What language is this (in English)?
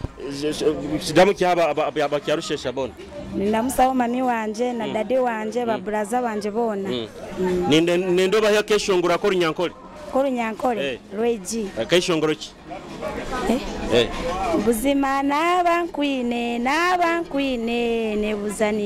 Nyoro